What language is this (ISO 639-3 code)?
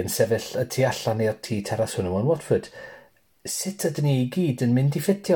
cym